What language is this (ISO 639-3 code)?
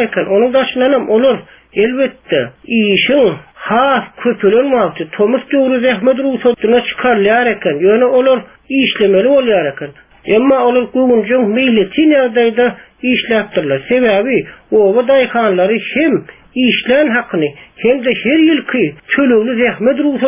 tuk